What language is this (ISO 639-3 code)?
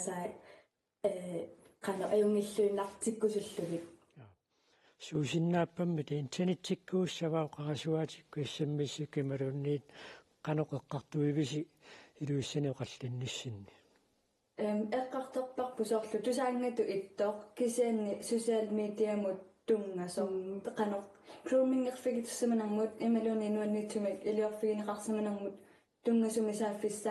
kal